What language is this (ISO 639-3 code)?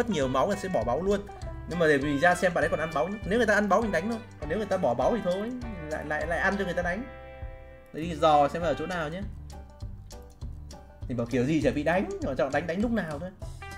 vie